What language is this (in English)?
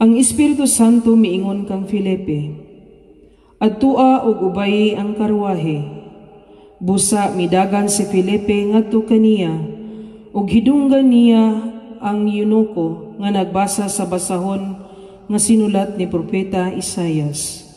Cebuano